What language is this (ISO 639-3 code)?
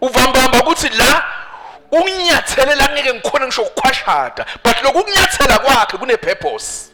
ssw